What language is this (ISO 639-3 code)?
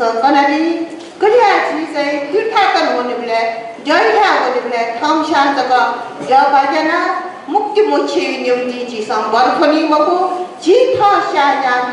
new